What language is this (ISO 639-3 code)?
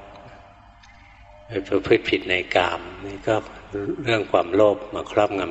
tha